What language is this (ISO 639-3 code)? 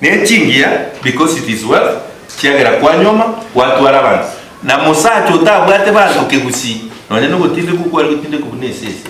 guz